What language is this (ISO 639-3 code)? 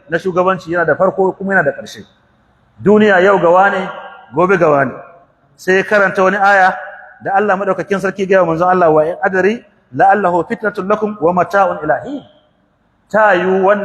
hau